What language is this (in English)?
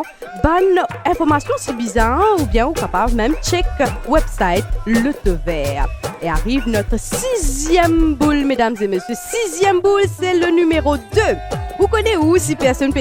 Morisyen